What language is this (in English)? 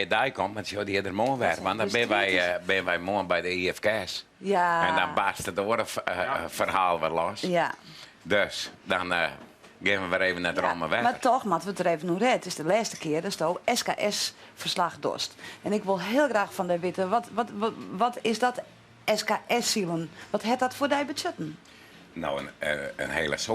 Western Frisian